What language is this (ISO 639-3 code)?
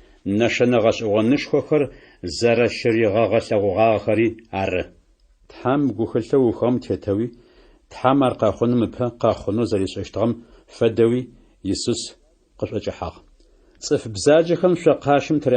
ady